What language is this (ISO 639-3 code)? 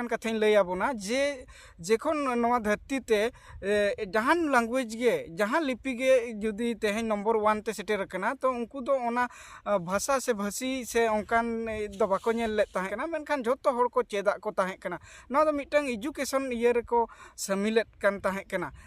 sat